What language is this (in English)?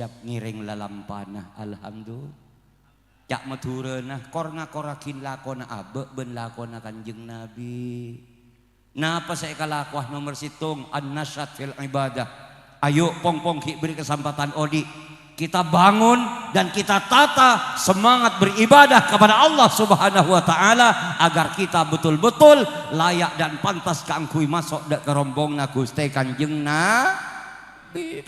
Madurese